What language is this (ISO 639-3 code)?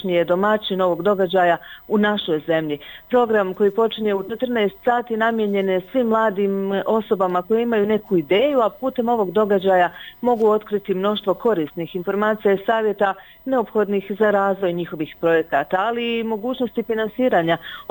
bos